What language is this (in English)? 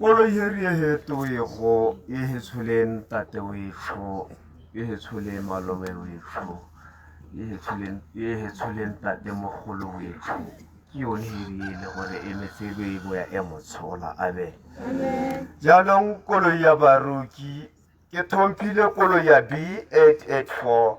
Tswana